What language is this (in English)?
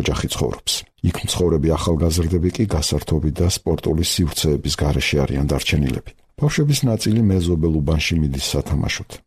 Georgian